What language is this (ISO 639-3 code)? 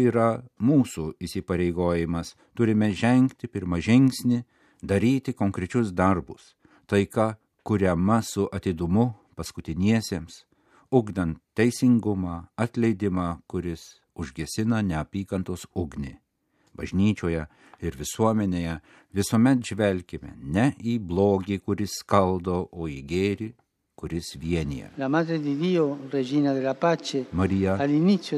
lit